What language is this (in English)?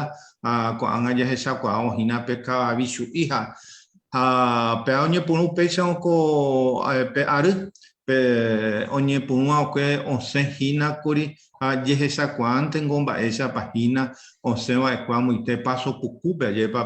Guarani